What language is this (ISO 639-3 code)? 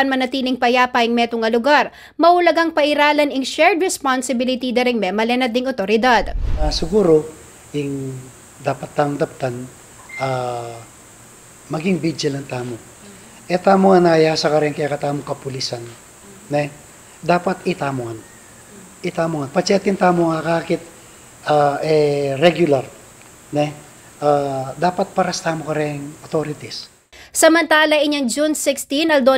pam